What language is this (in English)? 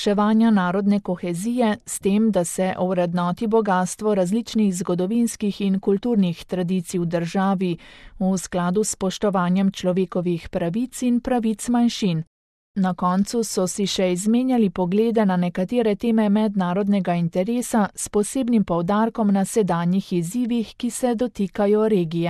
Slovenian